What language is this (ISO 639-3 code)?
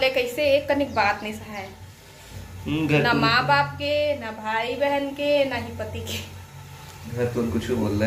hne